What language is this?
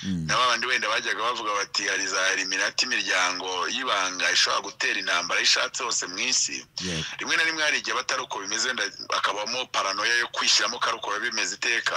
Kinyarwanda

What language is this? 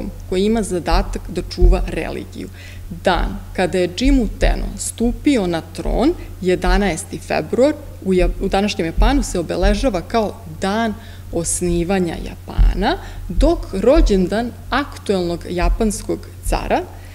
Serbian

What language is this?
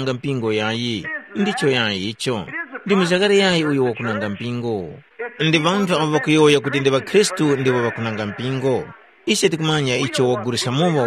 Tumbuka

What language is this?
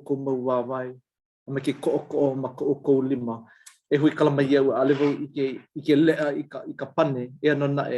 Hawaiian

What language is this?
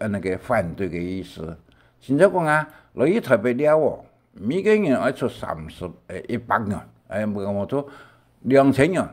Hakka Chinese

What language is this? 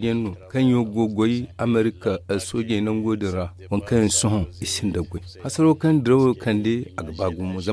Zarma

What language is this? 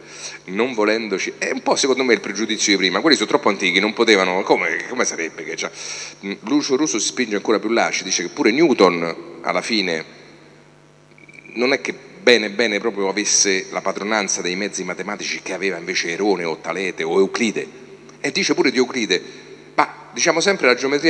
Italian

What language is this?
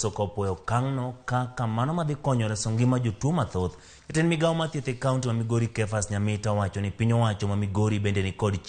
Luo (Kenya and Tanzania)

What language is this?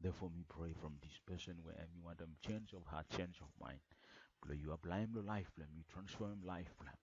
Bislama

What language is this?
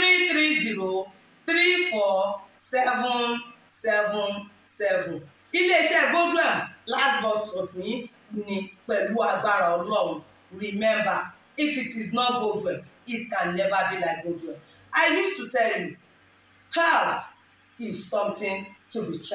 Yoruba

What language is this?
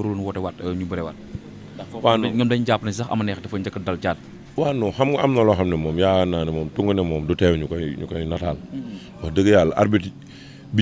Wolof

